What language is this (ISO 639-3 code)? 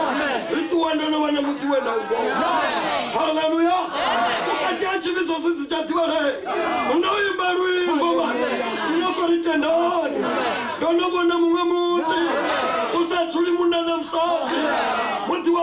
ven